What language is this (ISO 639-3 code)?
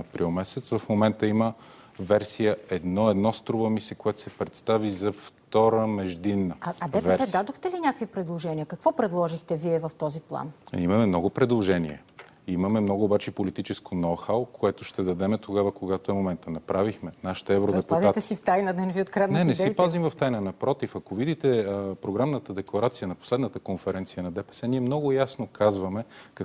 bul